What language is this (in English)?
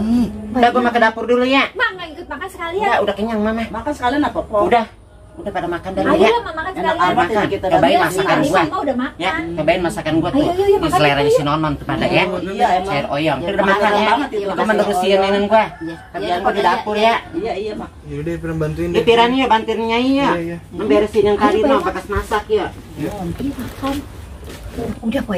Betawi